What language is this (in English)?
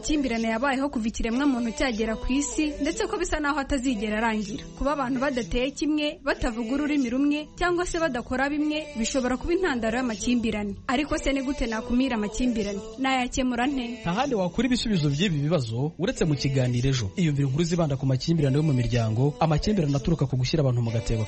Kinyarwanda